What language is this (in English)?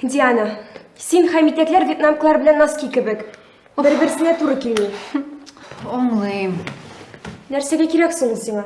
Tatar